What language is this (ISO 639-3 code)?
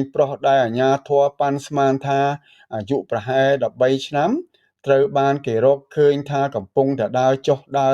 khm